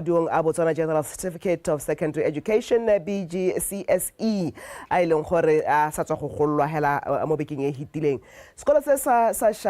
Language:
Tswana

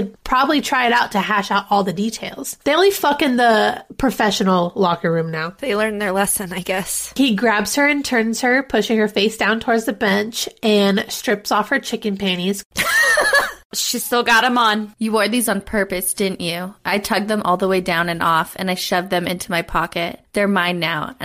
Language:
English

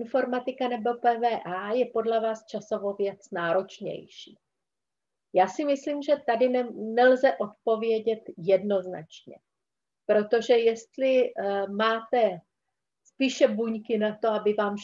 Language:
Czech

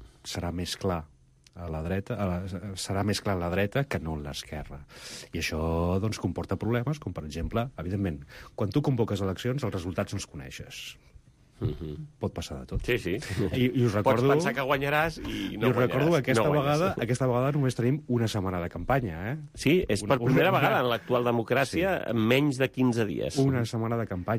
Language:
Catalan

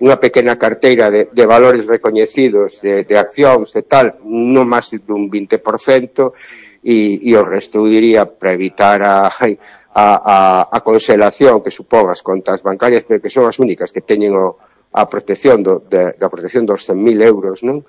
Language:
Galician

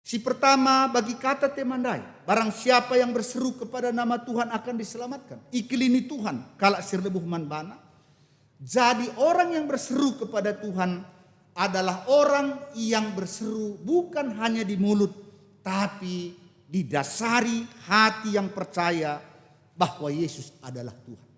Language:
Batak Karo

